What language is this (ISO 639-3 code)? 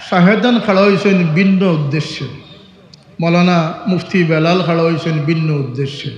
syl